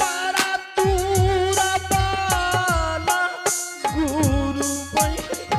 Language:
Angika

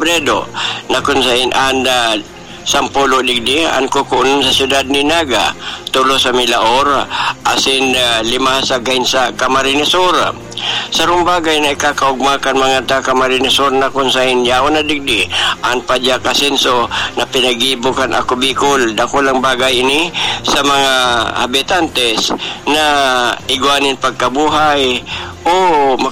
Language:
Bikol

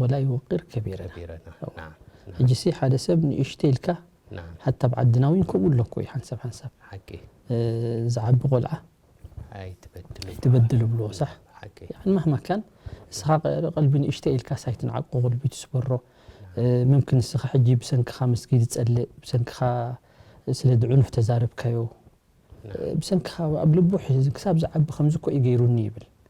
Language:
Tigrinya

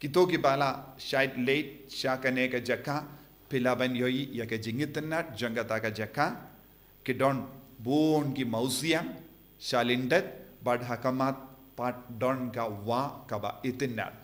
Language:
Khasi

